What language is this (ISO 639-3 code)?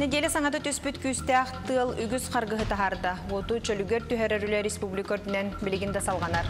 sah